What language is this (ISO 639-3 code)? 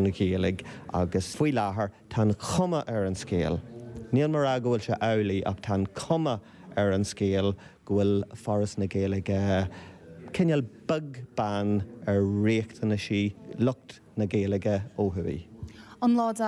gle